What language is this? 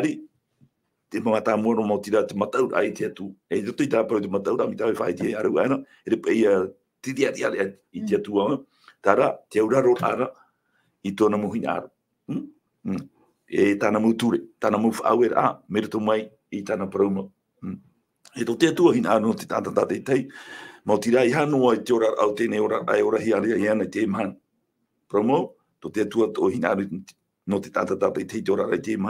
Tahitian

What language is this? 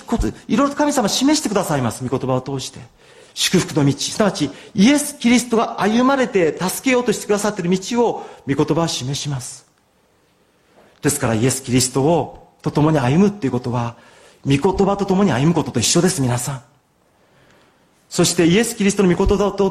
Japanese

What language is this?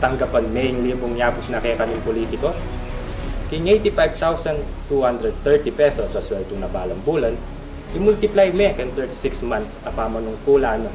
Pampanga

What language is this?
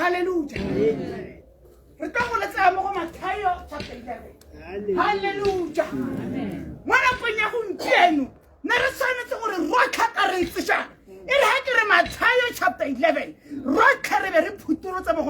Tswana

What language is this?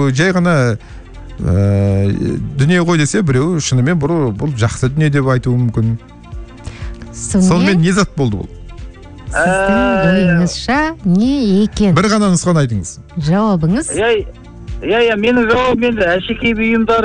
Kazakh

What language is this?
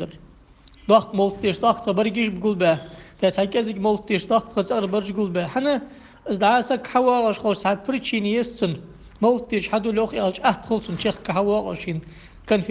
Ingush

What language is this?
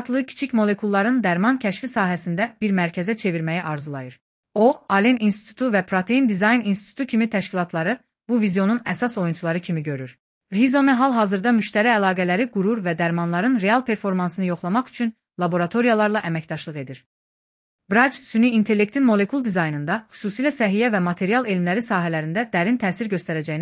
Azerbaijani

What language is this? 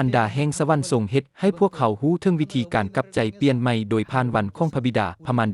Lao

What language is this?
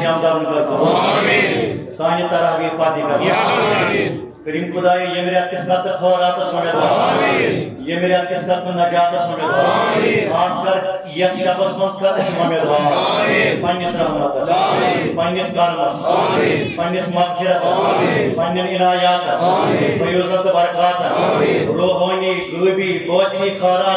Kashmiri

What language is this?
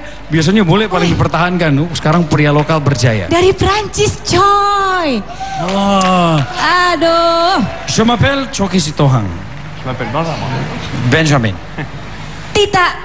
Indonesian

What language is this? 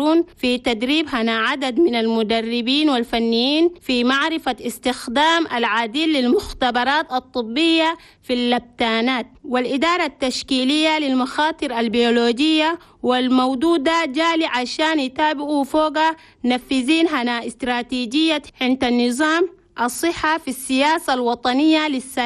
Chadian Arabic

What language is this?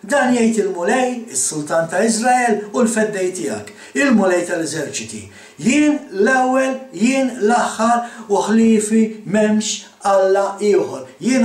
Maltese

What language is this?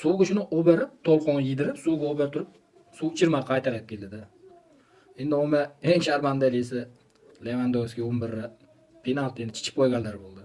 Uzbek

